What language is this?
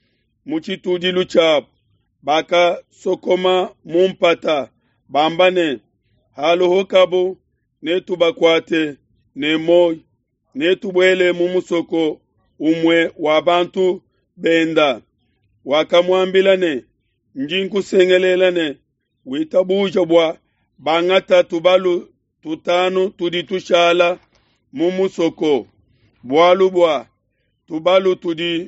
Luba-Lulua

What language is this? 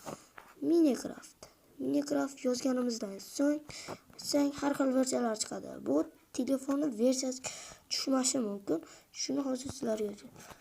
Uzbek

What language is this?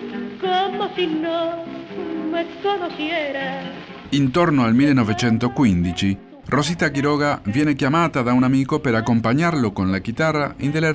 Italian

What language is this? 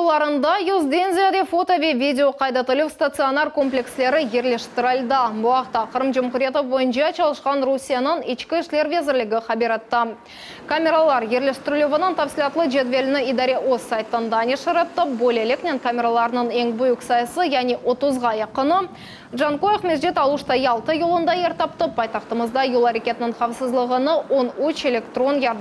Crimean Tatar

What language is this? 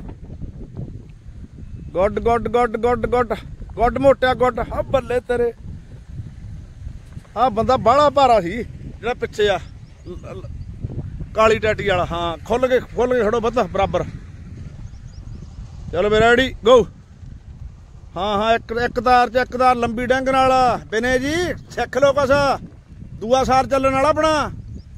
Punjabi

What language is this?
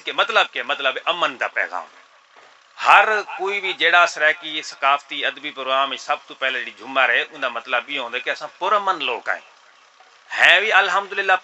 Saraiki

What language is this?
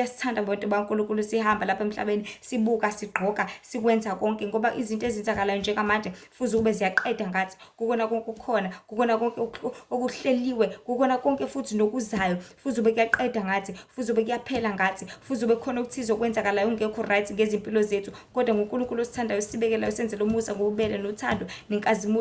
Zulu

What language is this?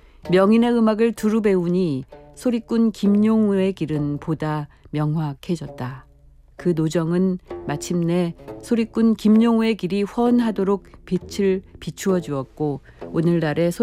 Korean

